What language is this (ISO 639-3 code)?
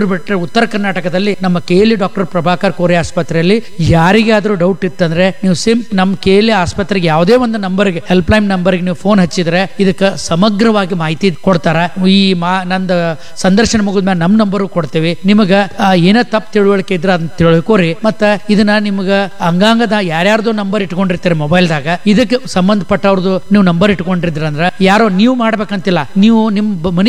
kan